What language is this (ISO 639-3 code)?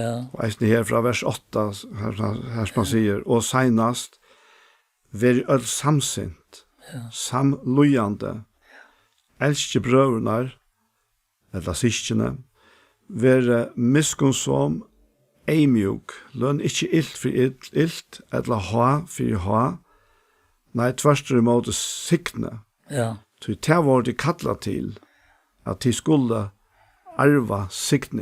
fao